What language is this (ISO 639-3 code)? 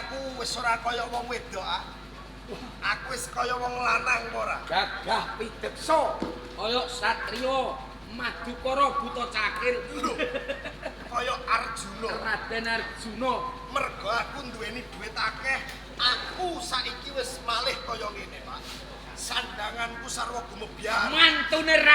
jav